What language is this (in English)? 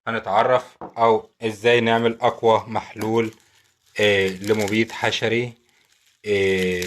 Egyptian Arabic